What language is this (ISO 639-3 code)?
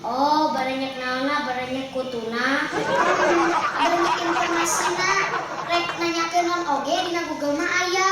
sun